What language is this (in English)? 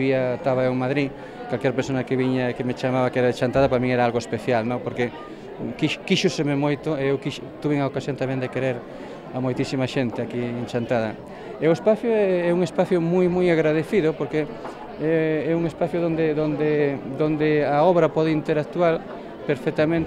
Galician